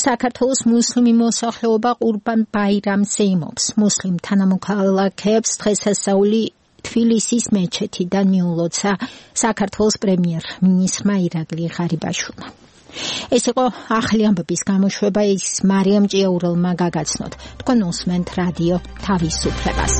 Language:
Georgian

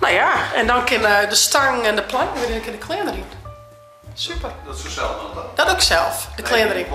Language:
Western Frisian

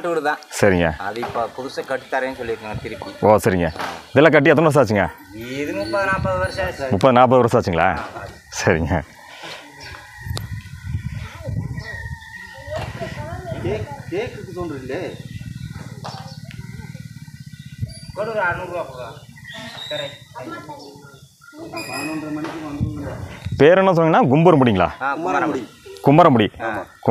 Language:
Tamil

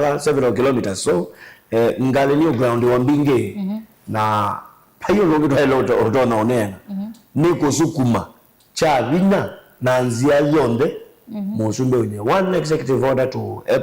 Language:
Kamba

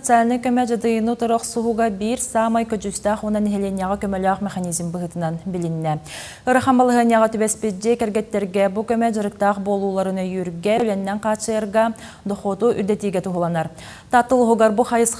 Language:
Yakut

